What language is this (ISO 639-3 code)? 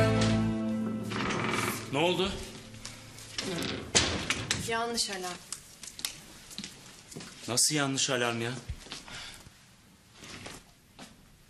tur